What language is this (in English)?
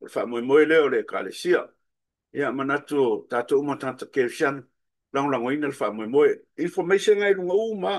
Samoan